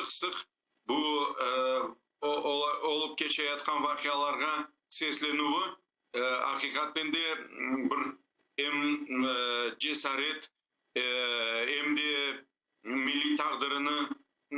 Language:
Crimean Tatar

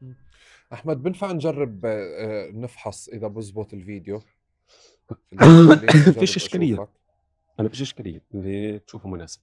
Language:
North Levantine Arabic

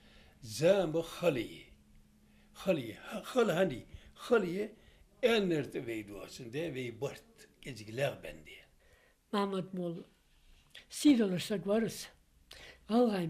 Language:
Ingush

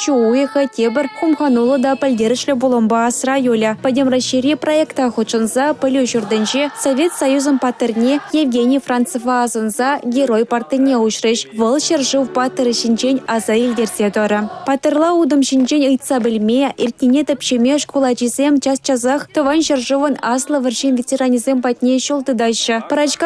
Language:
Chuvash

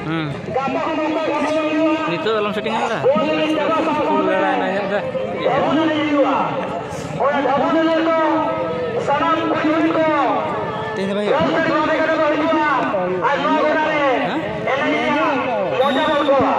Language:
Santali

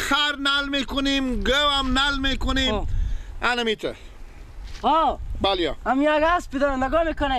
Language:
Persian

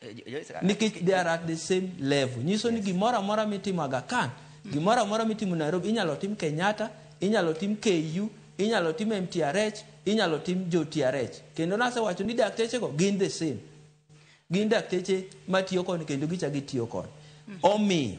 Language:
Luo (Kenya and Tanzania)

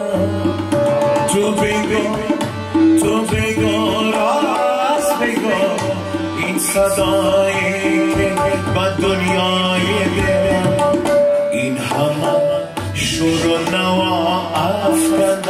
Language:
Persian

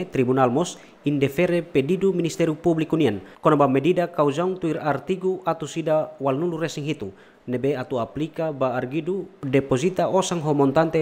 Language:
Tetum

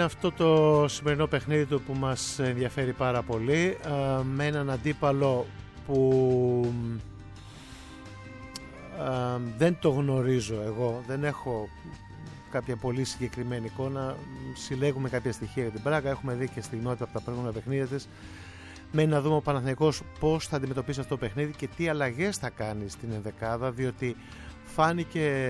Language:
Greek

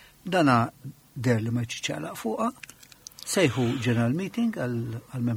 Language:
Maltese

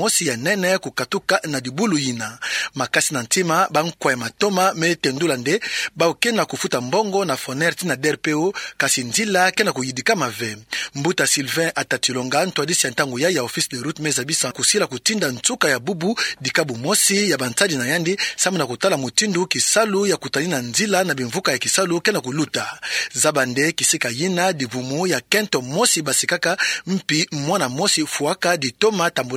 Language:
Kituba (Democratic Republic of Congo)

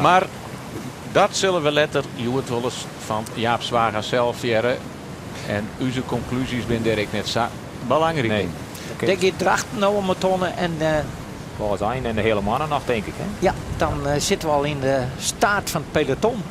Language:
Western Frisian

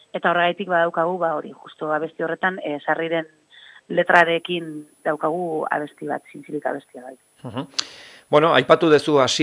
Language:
Basque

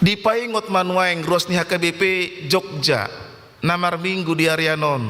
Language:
Batak Toba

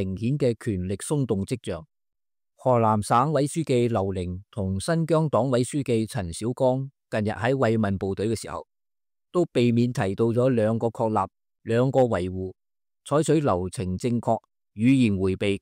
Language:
Cantonese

